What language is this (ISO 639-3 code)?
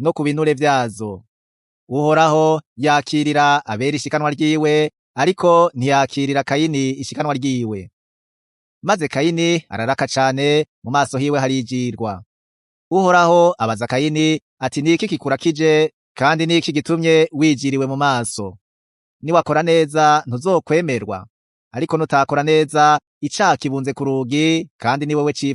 run